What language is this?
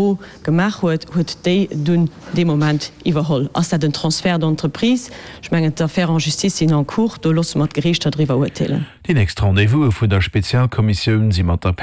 Luxembourgish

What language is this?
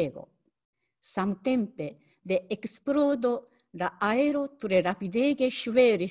Esperanto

